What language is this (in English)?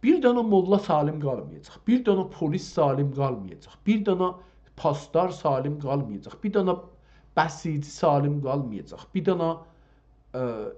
South Azerbaijani